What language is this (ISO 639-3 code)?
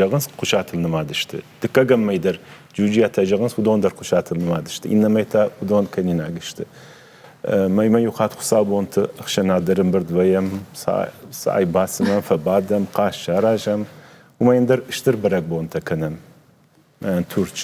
oss